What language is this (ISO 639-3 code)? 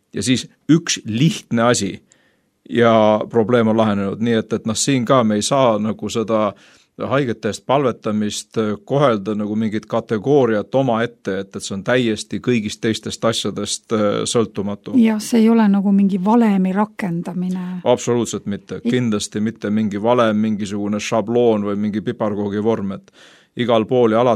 est